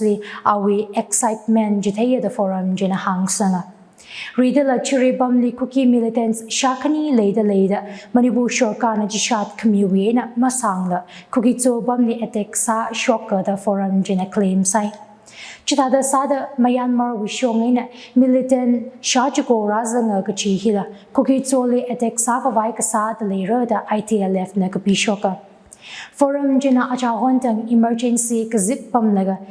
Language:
Tangkhul Naga (India)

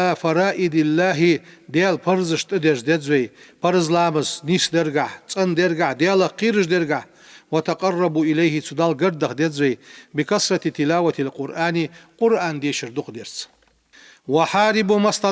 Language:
Ingush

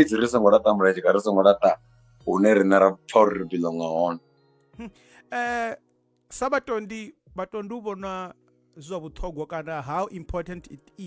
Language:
Venda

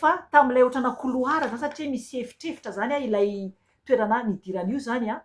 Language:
Malagasy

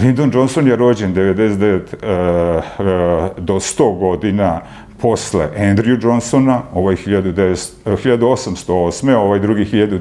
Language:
Serbian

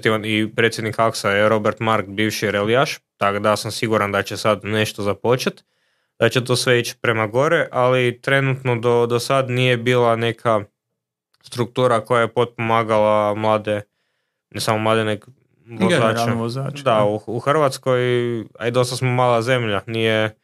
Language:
Croatian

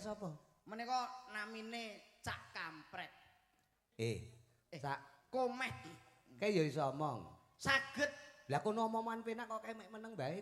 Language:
Javanese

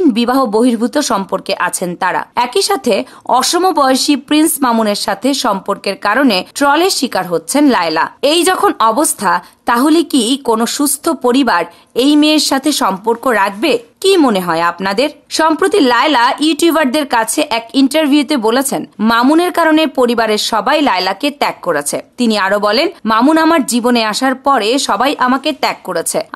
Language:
Bangla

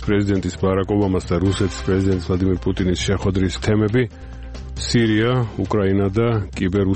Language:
Georgian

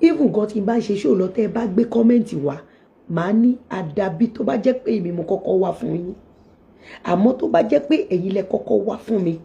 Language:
Yoruba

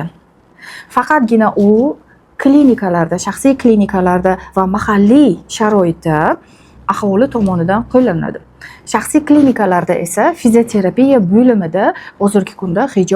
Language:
Uzbek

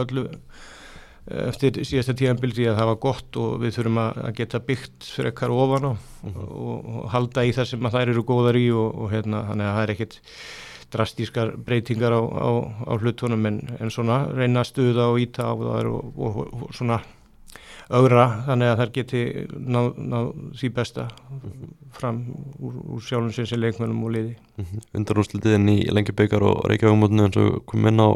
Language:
Icelandic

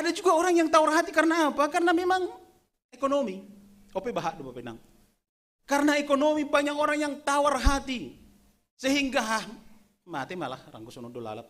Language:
Batak Simalungun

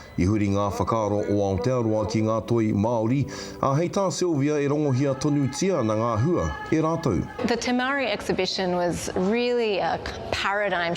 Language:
Māori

